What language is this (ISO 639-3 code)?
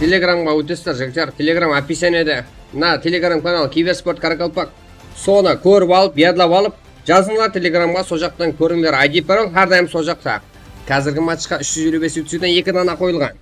kaa